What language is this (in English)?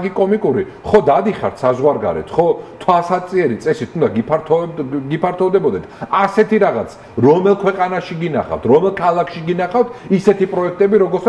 Georgian